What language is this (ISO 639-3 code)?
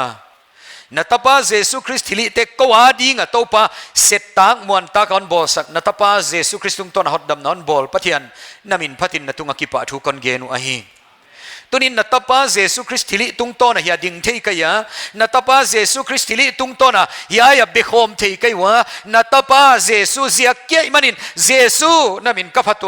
pck